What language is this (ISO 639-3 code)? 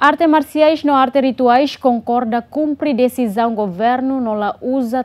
tet